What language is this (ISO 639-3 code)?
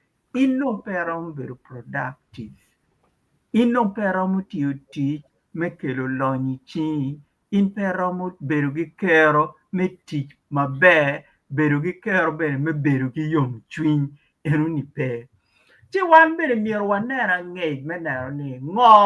ach